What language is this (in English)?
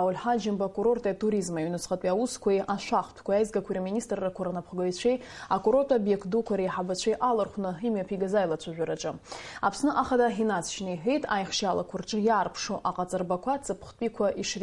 Abkhazian